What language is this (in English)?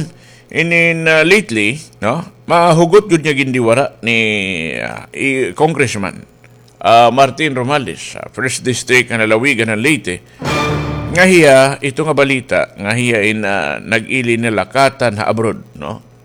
Waray